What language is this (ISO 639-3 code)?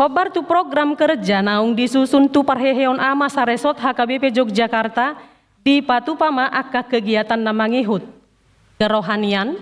bbc